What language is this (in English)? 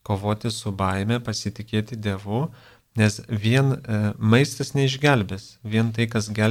Lithuanian